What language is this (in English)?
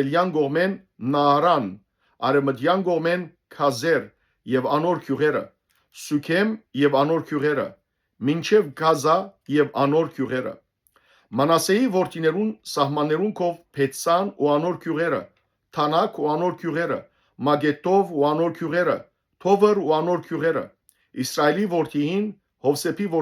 Western Armenian